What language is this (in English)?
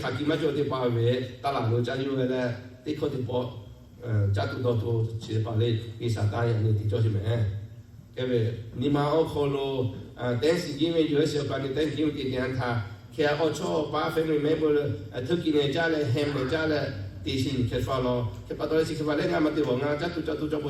Lahu